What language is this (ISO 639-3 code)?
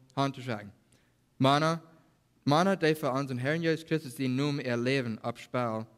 pdt